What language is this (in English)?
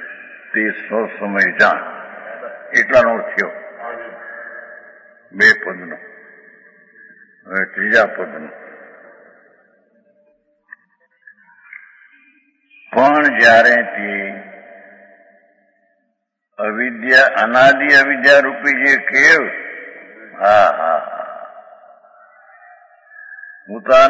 Gujarati